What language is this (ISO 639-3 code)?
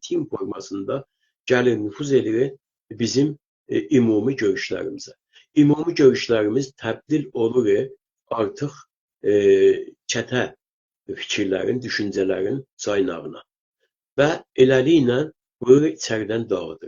azb